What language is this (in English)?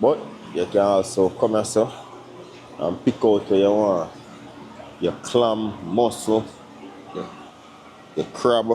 Jamaican Creole English